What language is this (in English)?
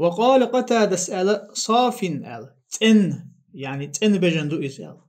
Chechen